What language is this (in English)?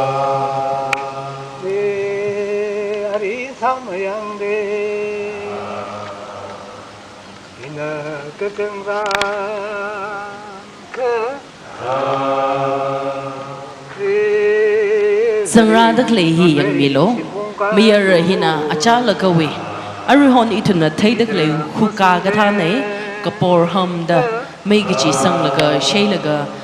Tangkhul Naga (India)